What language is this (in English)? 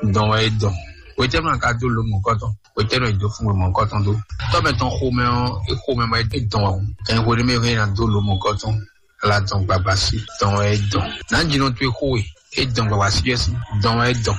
Fon